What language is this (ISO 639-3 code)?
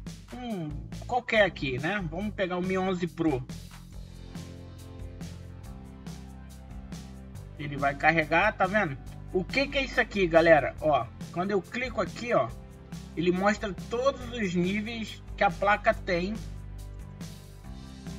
por